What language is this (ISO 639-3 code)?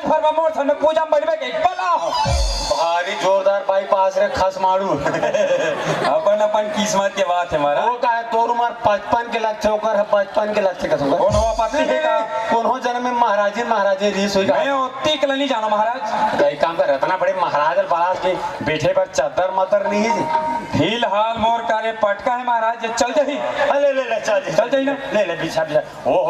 hne